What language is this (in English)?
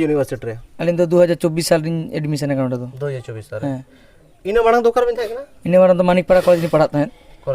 Santali